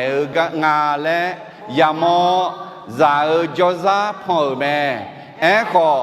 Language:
Akha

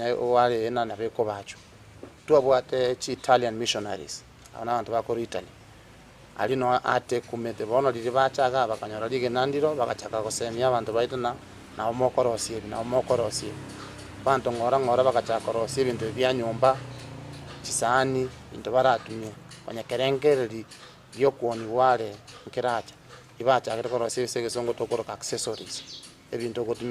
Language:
Gusii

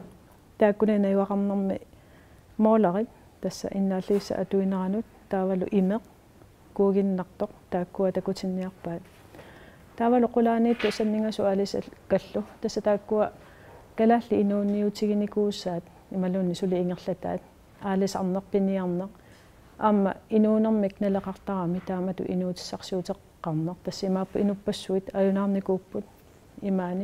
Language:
Kalaallisut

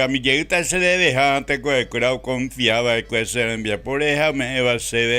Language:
Guarani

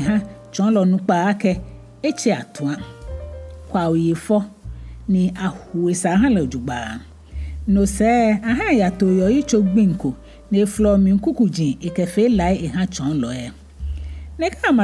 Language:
Ga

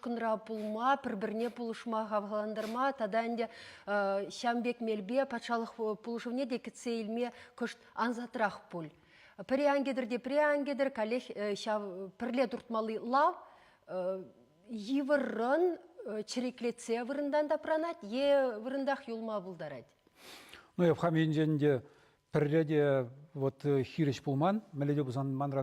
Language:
Chuvash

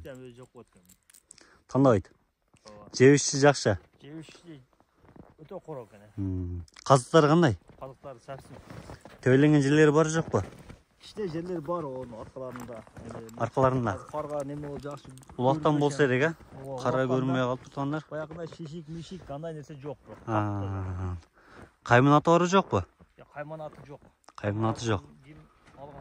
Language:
Kyrgyz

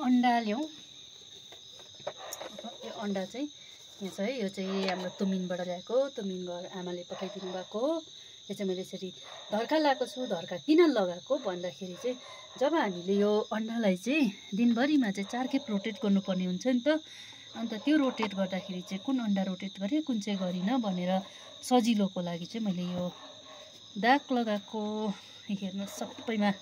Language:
Nepali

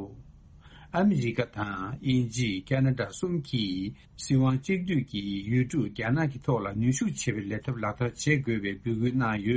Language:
Tibetan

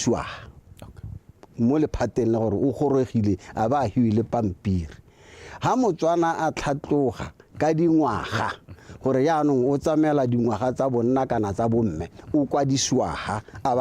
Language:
Tswana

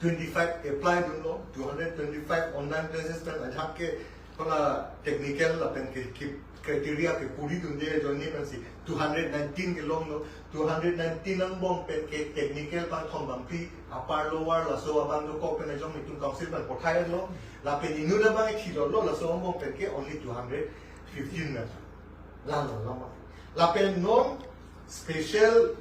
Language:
Karbi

